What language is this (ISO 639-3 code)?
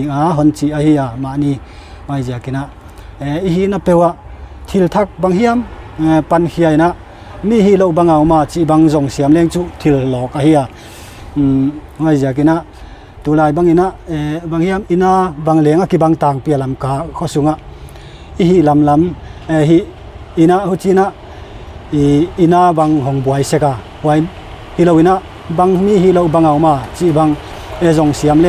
pck